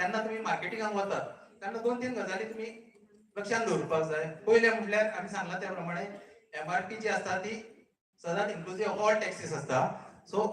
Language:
Konkani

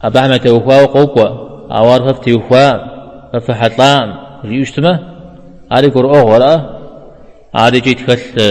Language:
Kabardian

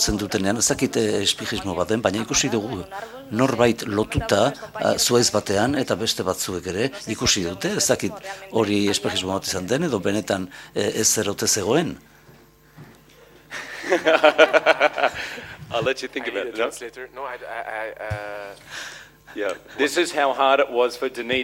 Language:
Basque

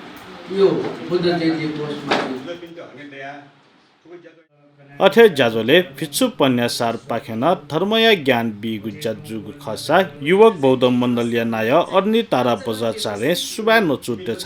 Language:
Newari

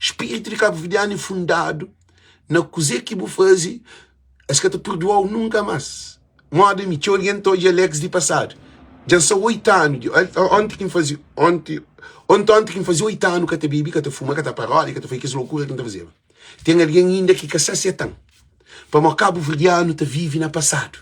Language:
Kabuverdianu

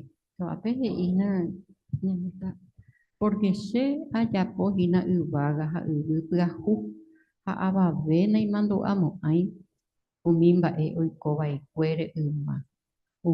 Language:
Guarani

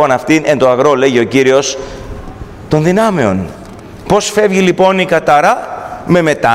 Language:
Greek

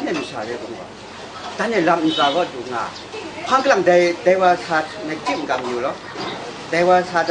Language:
Kachin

